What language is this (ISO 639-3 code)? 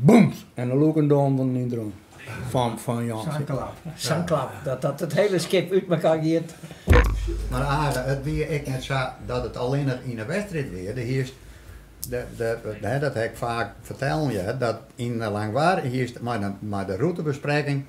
fry